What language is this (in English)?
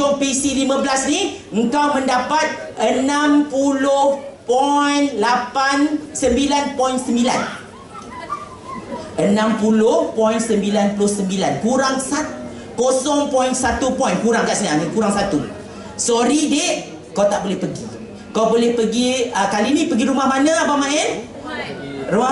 Malay